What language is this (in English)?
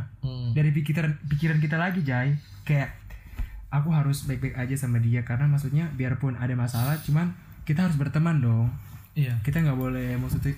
Indonesian